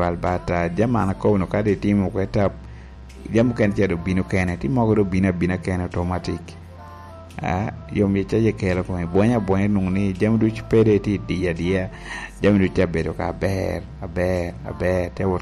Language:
Lango (Uganda)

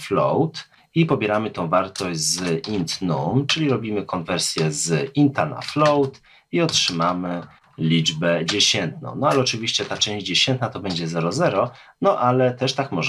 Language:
Polish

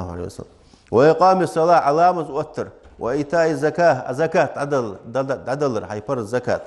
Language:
Ingush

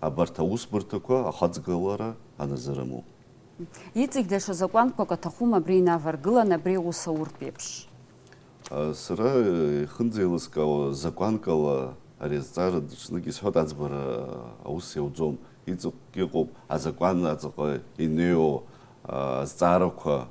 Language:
Abkhazian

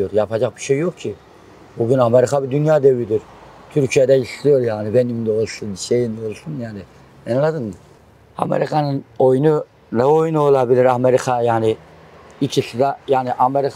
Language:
Turkish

